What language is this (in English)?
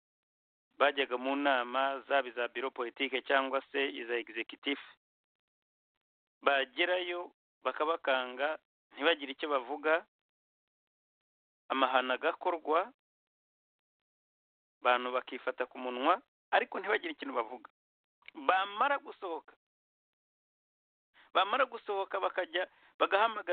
Kinyarwanda